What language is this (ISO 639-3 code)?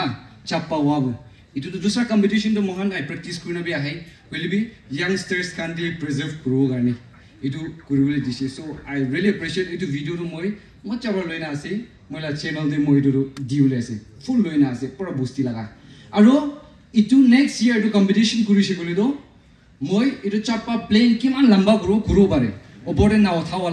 nag